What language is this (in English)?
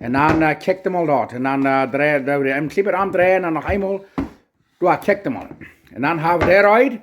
Plautdietsch